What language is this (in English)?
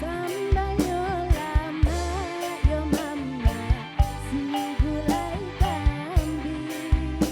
Minangkabau